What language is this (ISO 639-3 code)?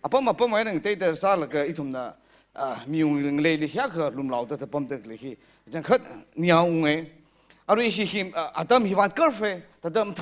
nmf